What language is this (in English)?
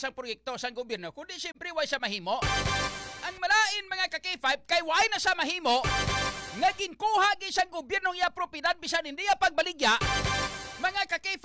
Hiligaynon